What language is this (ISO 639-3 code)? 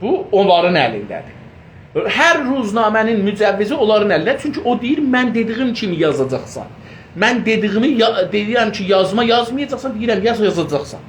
azb